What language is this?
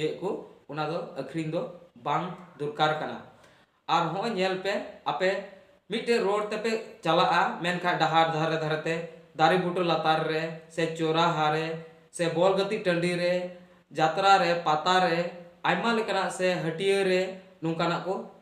Santali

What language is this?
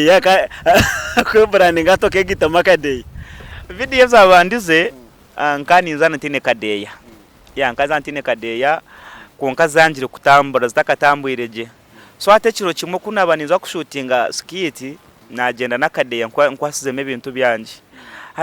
Nyankole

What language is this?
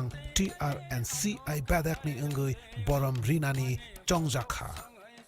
Kok Borok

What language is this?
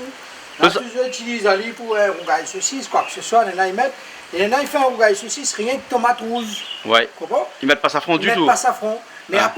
Réunion Creole French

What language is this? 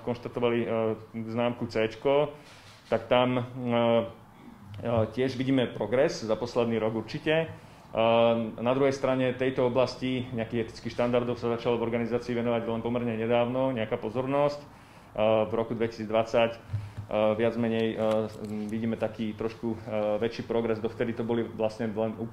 Slovak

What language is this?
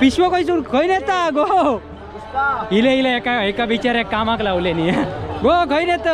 Konkani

